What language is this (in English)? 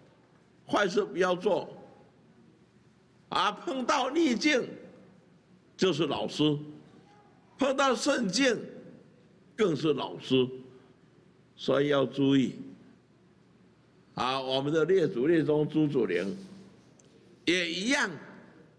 Chinese